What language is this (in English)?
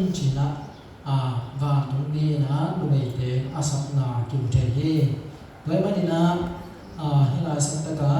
Tedim Chin